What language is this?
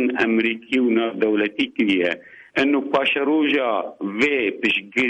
Kurdish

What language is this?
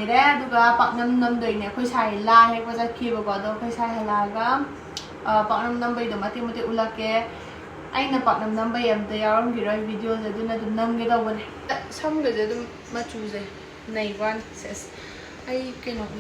Manipuri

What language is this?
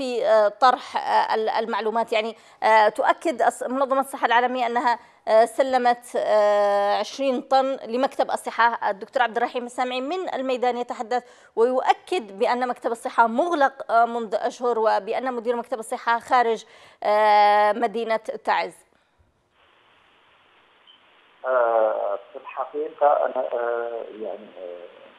Arabic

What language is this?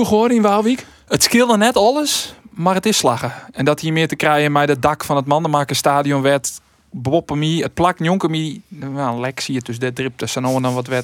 Western Frisian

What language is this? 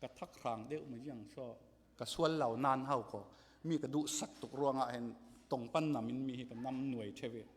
Falam Chin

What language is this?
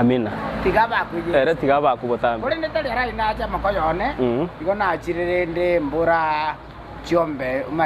Gusii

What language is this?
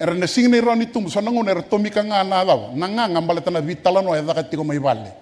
Fijian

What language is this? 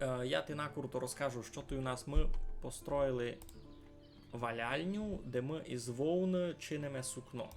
Rusyn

